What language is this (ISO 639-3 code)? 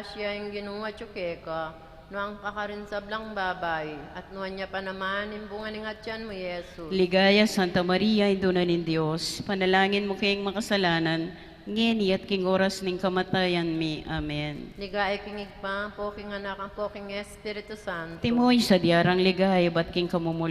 pam